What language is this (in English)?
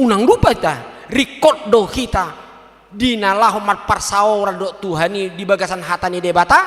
Batak Toba